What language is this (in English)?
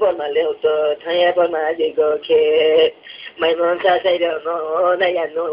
Riang (India)